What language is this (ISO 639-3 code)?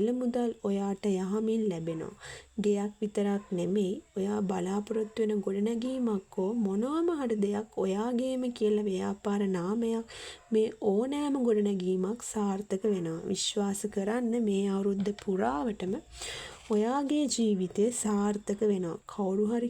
sin